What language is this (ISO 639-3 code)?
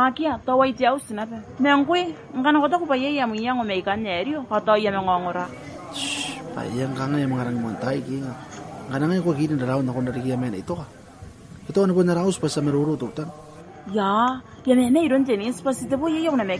gil